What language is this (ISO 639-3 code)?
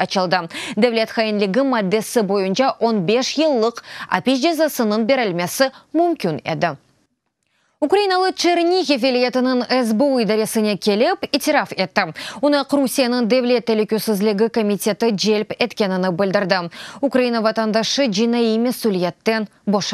crh